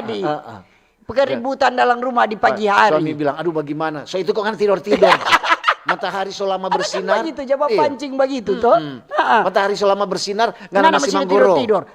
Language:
Manado Malay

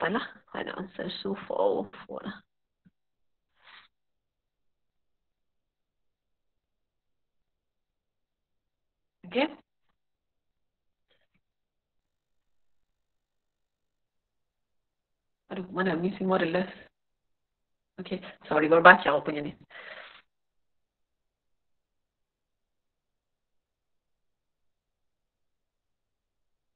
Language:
Malay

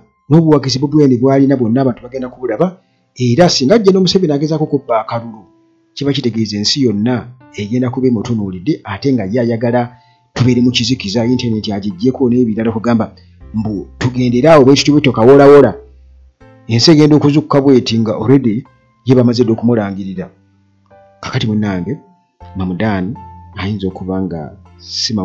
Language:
Ganda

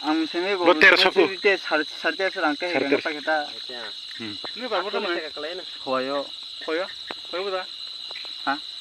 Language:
Kok Borok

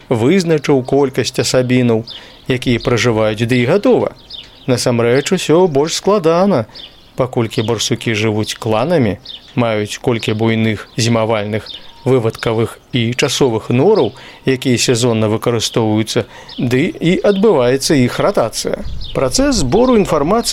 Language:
Belarusian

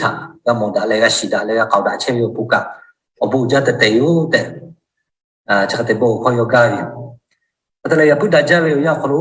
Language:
Lahu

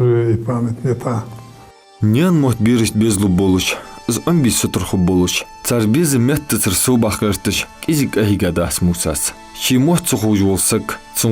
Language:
Ingush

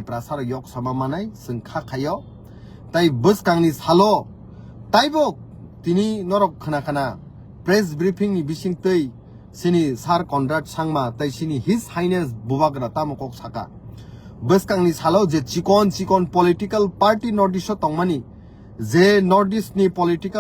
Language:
Kok Borok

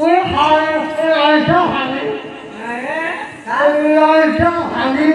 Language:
Chhattisgarhi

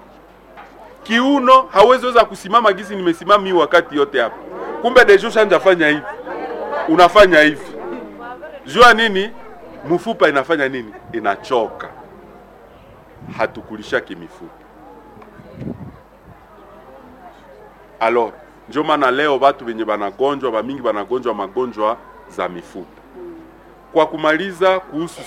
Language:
Swahili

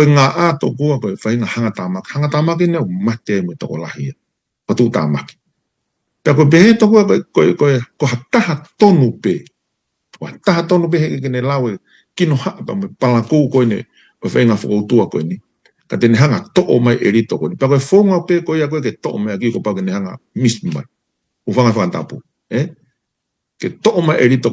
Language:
Tongan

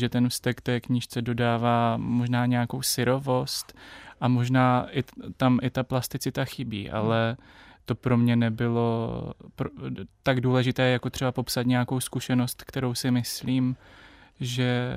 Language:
Czech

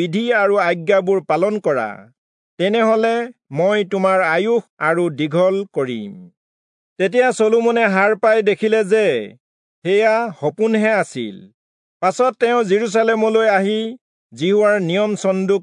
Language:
Assamese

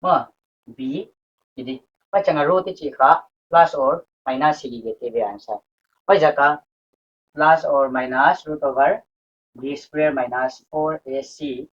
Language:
Paite Chin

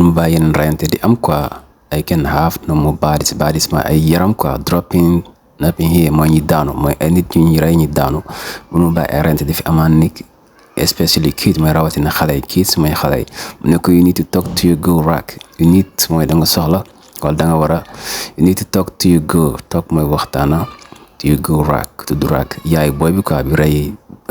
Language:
Wolof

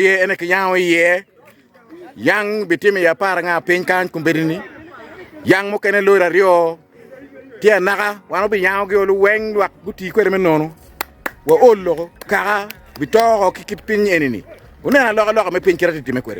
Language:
Acoli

